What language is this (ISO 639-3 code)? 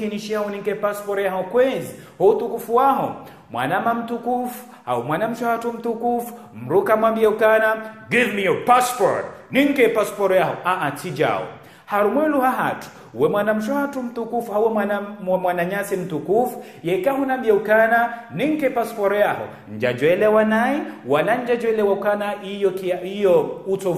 zdj